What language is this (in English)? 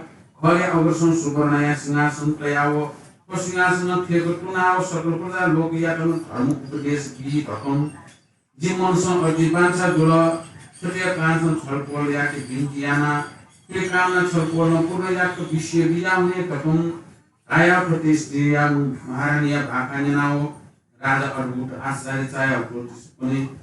Newari